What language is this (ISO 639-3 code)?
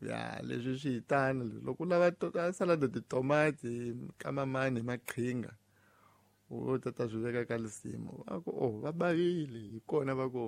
tso